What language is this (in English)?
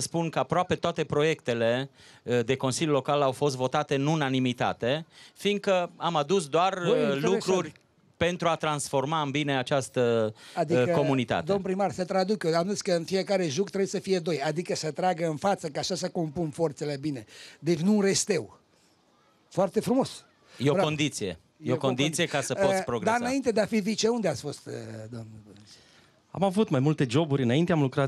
Romanian